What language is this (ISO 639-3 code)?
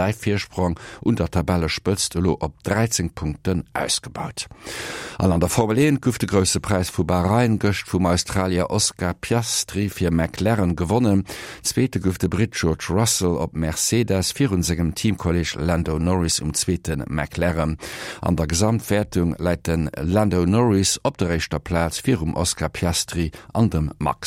ltz